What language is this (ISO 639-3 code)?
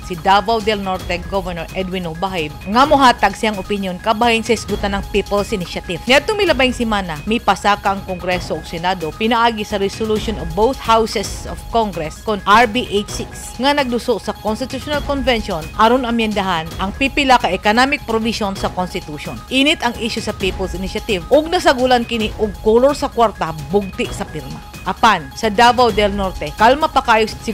ceb